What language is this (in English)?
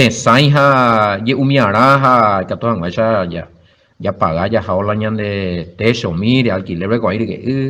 Guarani